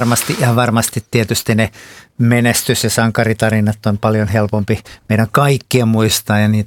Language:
Finnish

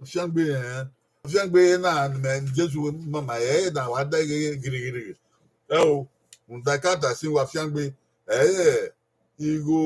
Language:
Bini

